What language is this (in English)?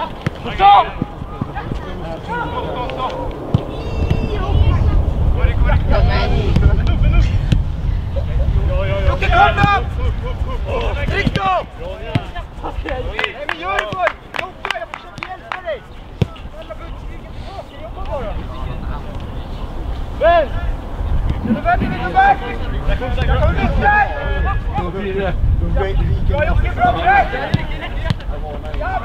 Swedish